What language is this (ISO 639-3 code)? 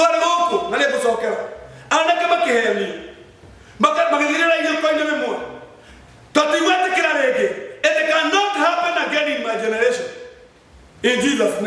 kik